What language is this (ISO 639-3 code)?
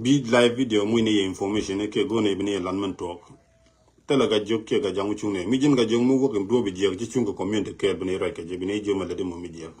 nus